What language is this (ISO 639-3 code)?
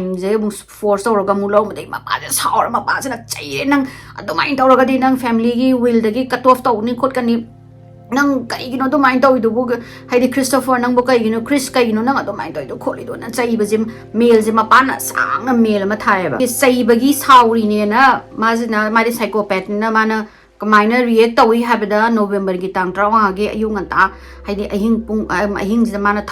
mni